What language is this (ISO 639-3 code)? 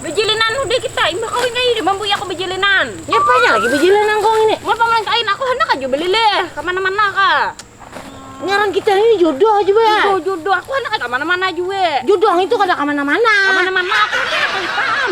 bjn